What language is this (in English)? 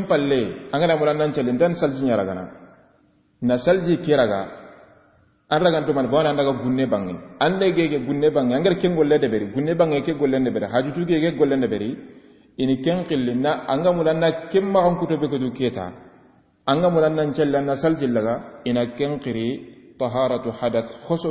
Soninke